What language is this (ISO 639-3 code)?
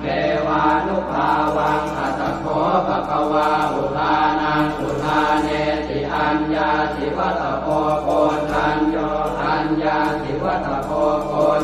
pli